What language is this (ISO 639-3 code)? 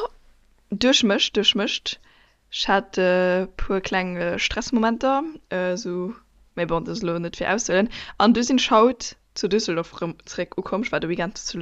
ltz